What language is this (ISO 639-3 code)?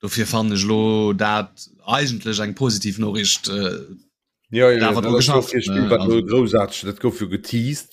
ltz